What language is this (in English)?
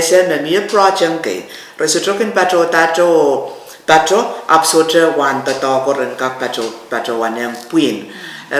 Pohnpeian